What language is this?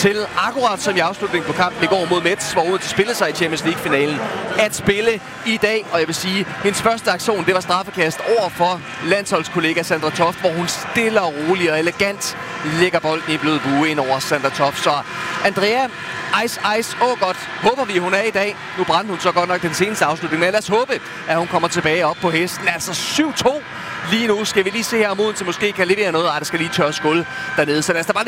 Danish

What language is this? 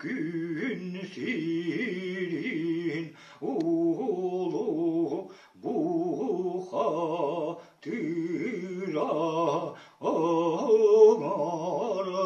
Yakut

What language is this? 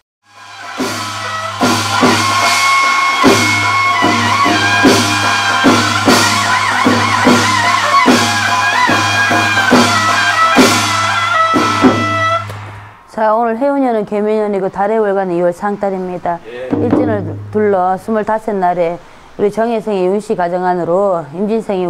Korean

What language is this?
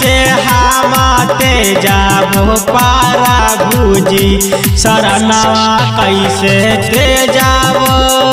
Bhojpuri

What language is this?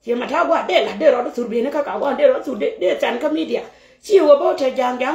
Nuer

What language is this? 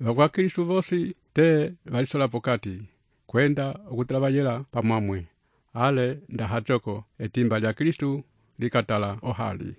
Umbundu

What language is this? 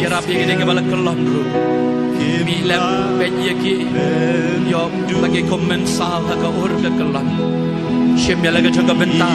Khasi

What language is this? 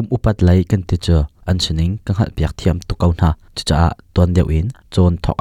Hakha Chin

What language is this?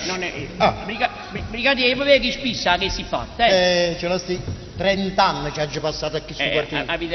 Neapolitan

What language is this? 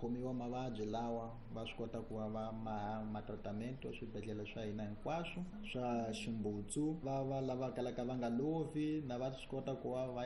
Tsonga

